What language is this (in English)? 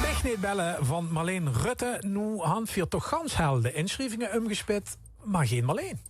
Limburgish